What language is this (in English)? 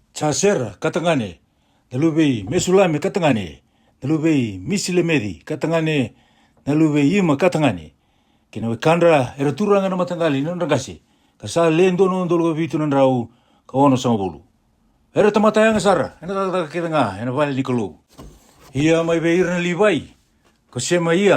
Fijian